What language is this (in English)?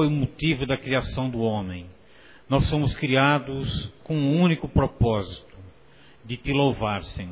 Portuguese